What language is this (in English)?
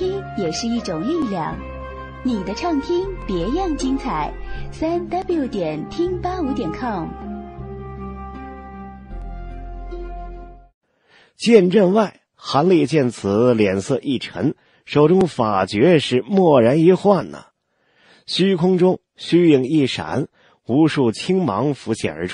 Chinese